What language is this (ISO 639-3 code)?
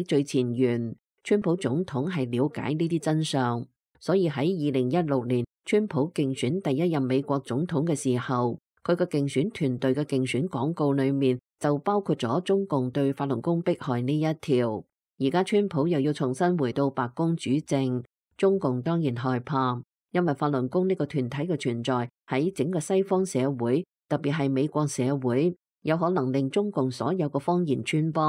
yue